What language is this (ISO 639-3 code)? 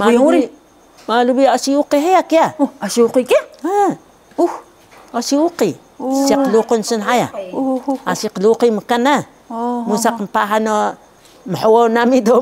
trv